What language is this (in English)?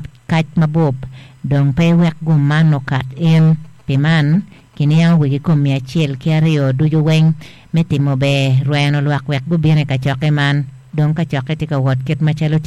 Acoli